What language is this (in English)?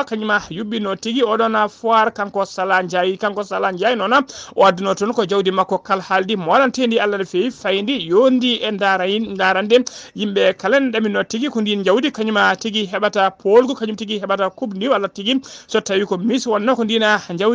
Fula